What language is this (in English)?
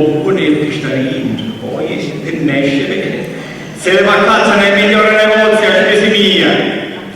Sicilian